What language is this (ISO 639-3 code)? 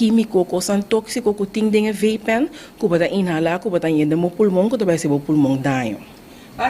pap